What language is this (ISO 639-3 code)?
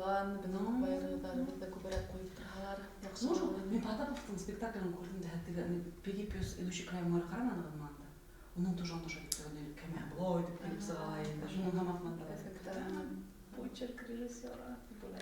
bak